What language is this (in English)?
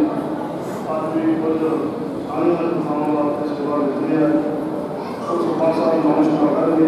Punjabi